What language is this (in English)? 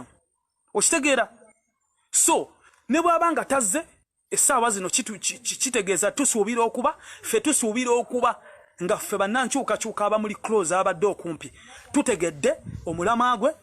Ganda